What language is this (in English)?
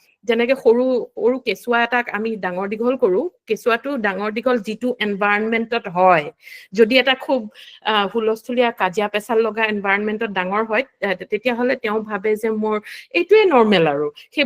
Assamese